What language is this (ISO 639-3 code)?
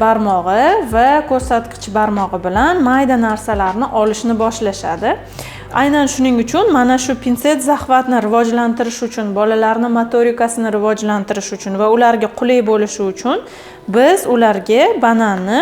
uzb